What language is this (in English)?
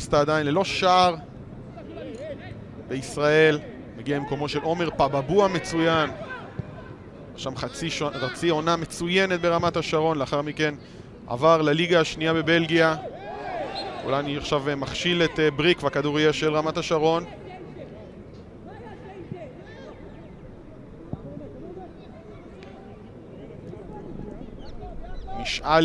Hebrew